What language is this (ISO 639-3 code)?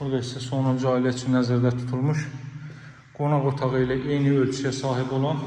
aze